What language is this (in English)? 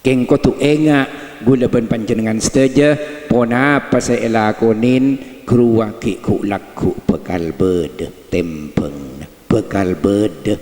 Madurese